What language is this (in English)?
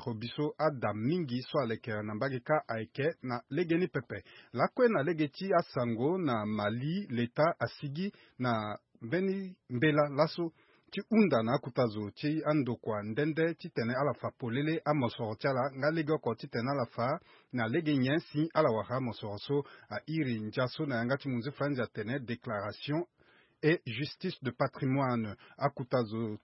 Sango